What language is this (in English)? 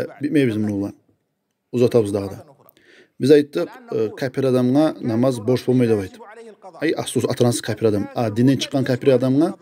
Kumyk